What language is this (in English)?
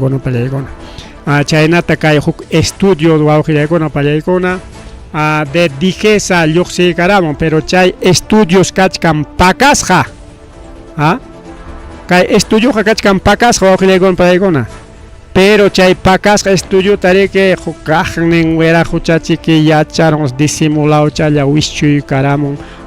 Ayacucho Quechua